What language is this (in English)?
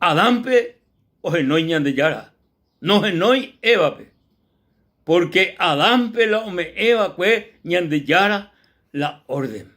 Guarani